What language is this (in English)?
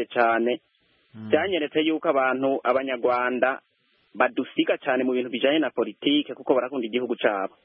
Kinyarwanda